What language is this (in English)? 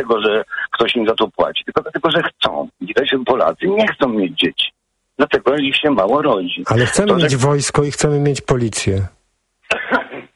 Polish